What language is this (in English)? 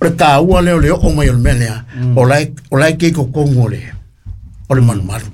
Samoan